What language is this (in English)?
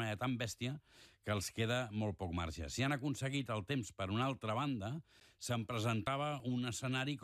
Catalan